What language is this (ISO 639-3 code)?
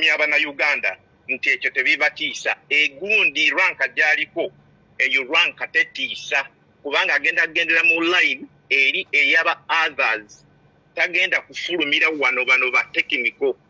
lug